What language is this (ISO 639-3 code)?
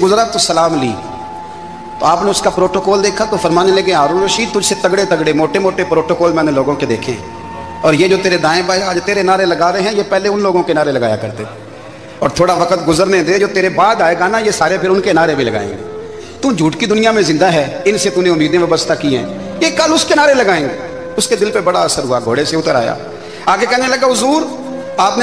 urd